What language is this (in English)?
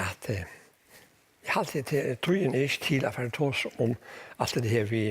Faroese